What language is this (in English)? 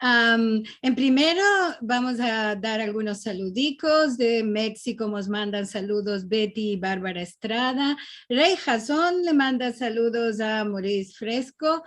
Ladino